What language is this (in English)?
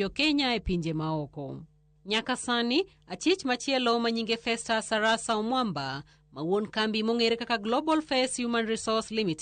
Luo (Kenya and Tanzania)